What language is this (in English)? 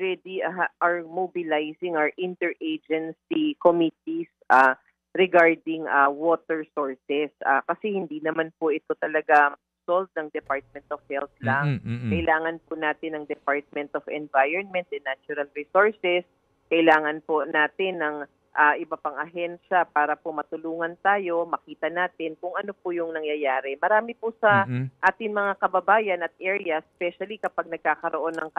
Filipino